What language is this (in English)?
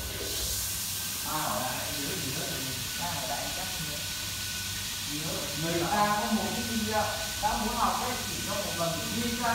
Vietnamese